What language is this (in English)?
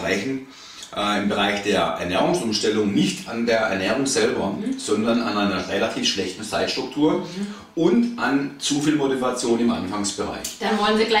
German